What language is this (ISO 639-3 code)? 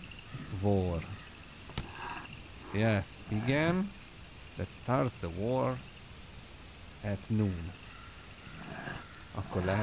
hun